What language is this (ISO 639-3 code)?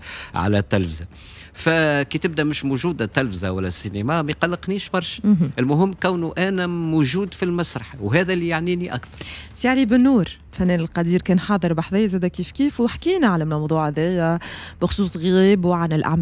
aeb